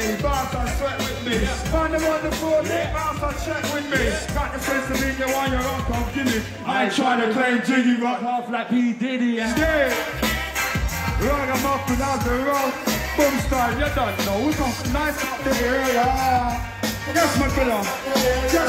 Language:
English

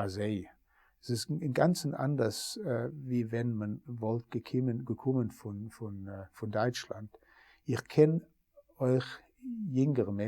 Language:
Yiddish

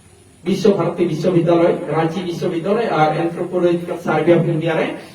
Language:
Santali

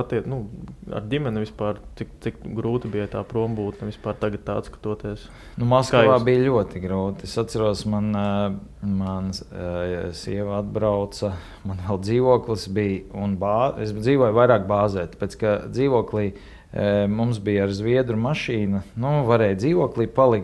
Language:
Latvian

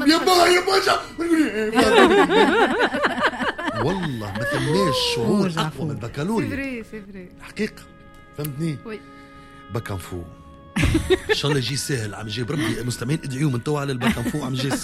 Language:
Tunisian Arabic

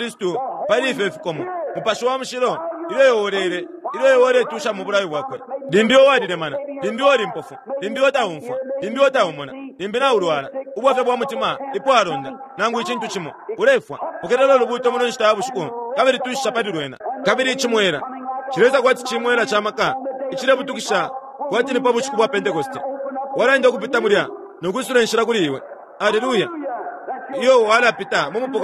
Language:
Bemba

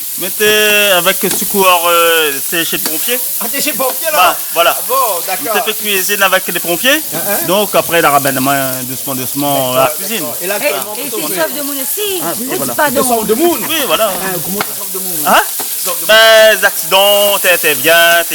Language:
Réunion Creole French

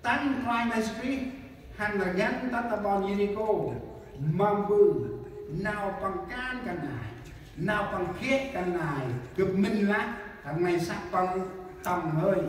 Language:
Central Mnong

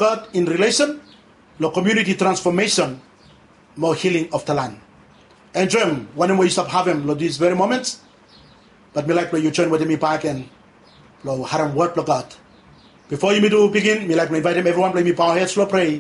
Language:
Bislama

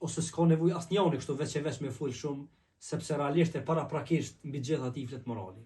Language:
Albanian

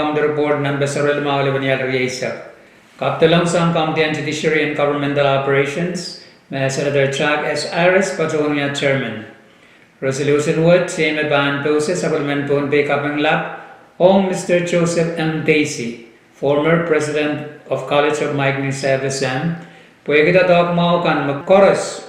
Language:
Pohnpeian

